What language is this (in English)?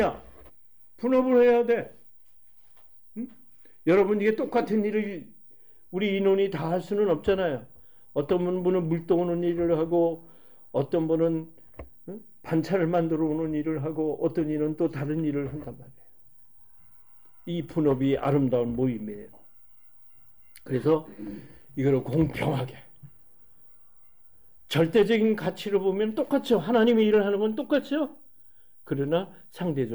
Korean